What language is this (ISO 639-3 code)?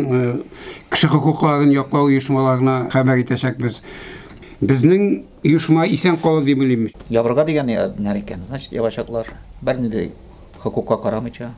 tat